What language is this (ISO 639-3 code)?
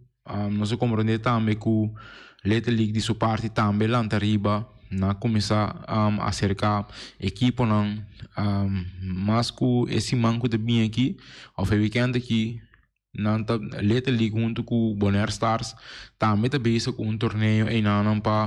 pap